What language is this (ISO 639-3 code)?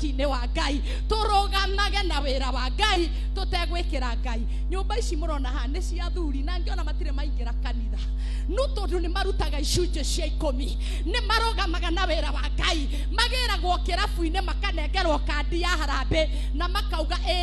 kik